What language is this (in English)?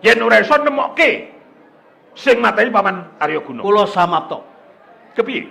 Javanese